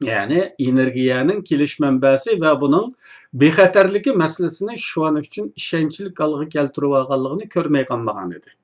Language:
Uyghur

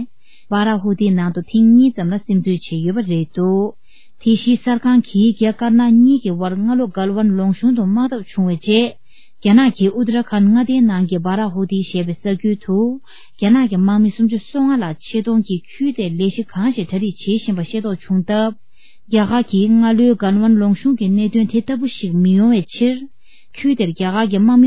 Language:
Tibetan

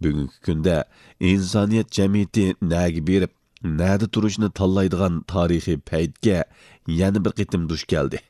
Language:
Uyghur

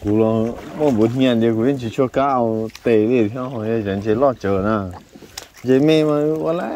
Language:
Hmong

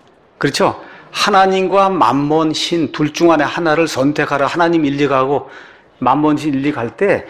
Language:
Korean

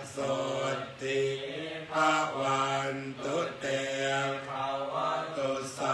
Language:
Pali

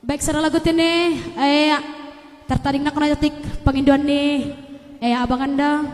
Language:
Batak Simalungun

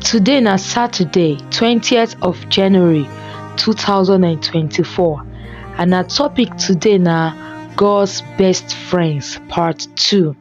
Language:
Nigerian Pidgin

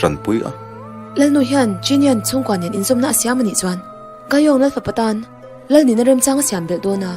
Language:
Mizo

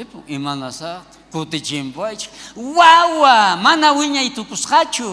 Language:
South Bolivian Quechua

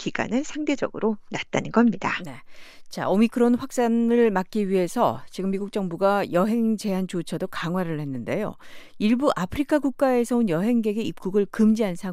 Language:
Korean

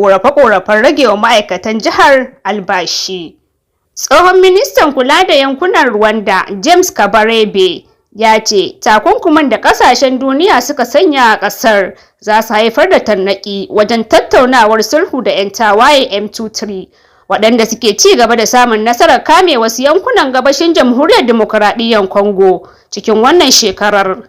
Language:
Hausa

